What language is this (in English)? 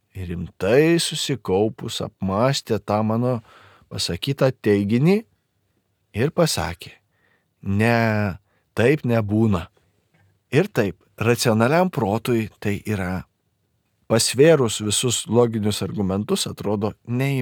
Lithuanian